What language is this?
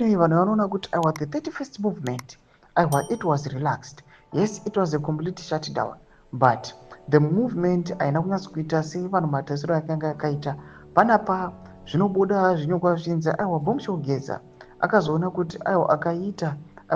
Shona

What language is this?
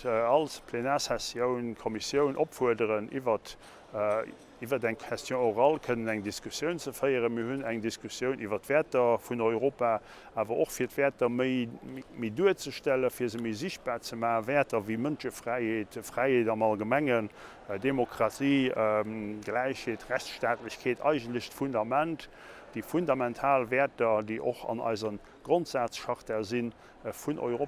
Luxembourgish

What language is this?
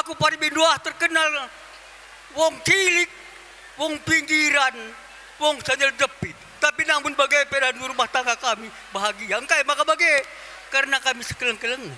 Batak Karo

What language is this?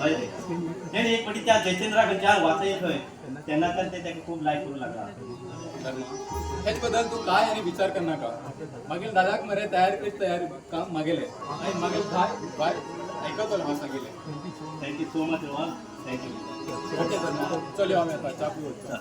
Konkani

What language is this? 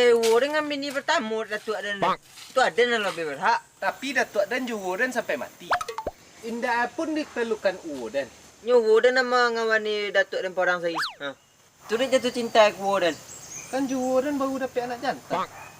Minangkabau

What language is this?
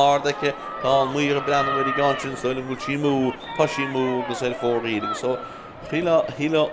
Irish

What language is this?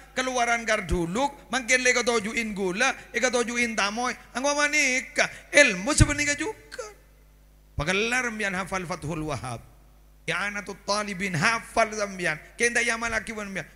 Madurese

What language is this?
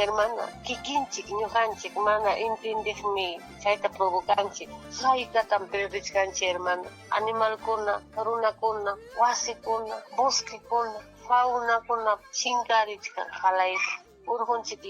Ayacucho Quechua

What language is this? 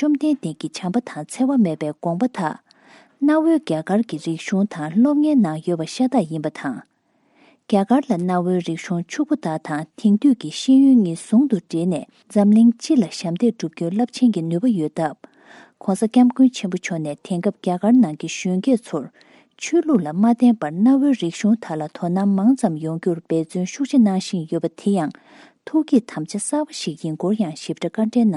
Tibetan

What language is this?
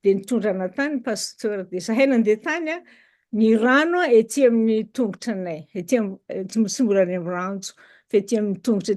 Malagasy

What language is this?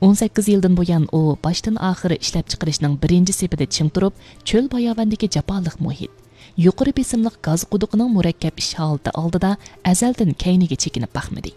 Uyghur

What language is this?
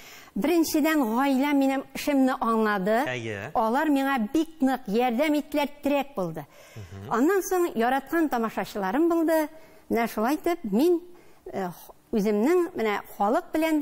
Tatar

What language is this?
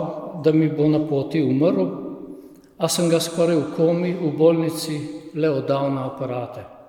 Slovenian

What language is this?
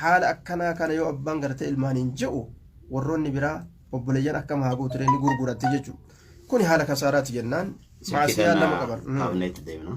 Oromo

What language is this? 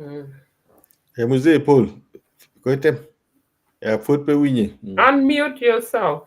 Acoli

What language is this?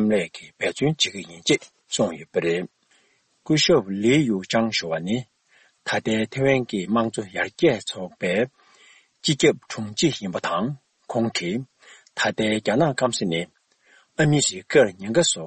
Tibetan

